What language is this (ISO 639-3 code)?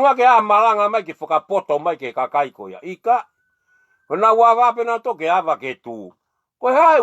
ton